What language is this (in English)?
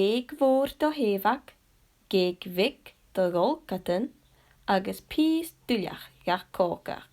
Scottish Gaelic